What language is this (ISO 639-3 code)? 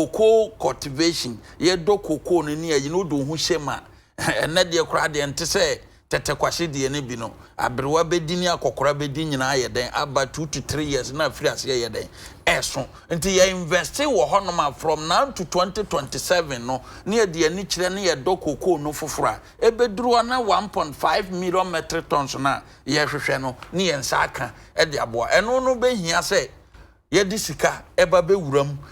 aka